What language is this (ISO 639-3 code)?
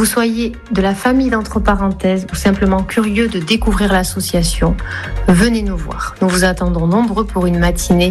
fra